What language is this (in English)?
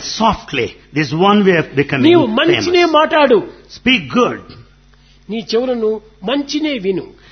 Telugu